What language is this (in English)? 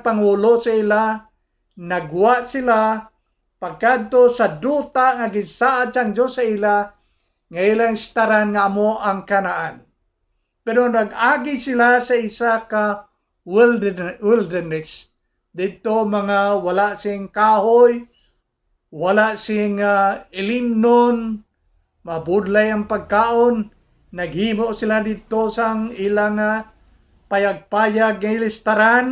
Hiligaynon